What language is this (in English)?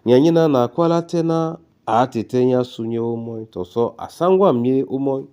Duala